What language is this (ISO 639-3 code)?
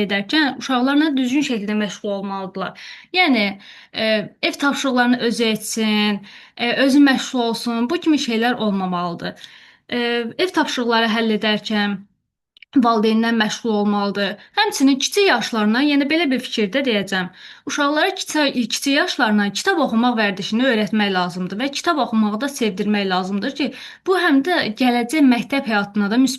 aze